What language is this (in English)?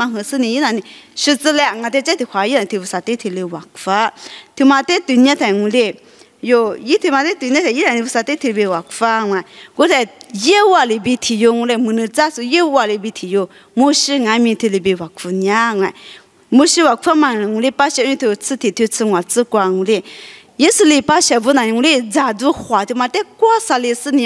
Lisu